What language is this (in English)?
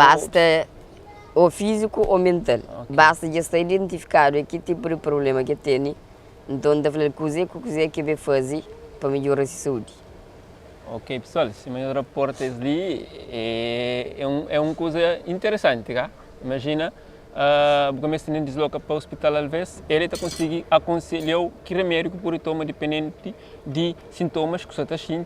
Kabuverdianu